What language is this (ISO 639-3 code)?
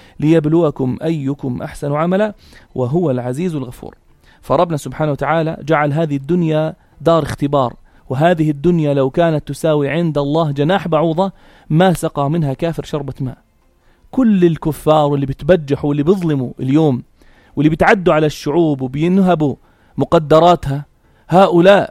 apc